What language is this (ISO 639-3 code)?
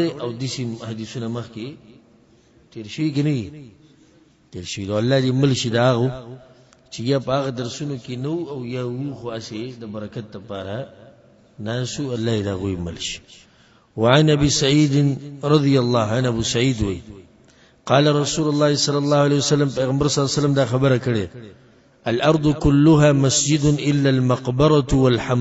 pus